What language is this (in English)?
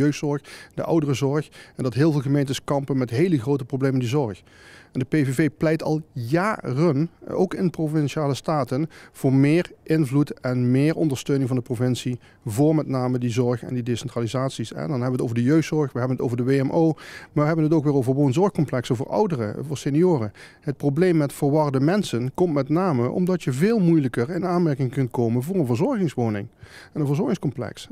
Dutch